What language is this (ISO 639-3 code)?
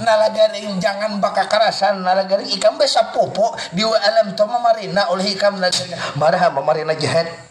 bjn